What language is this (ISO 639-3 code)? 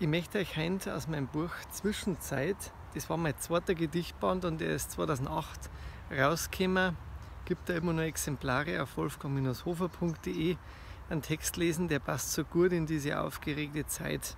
bar